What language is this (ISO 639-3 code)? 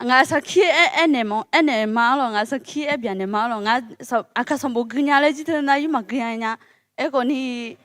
ahk